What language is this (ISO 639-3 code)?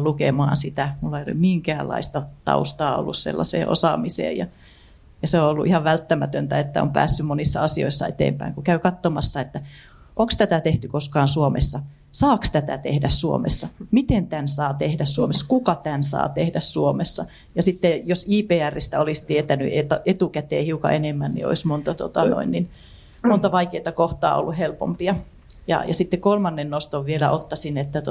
fin